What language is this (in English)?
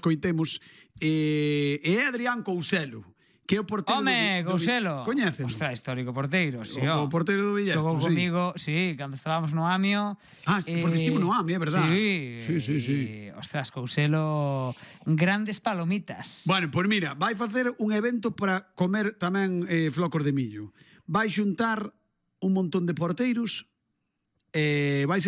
Galician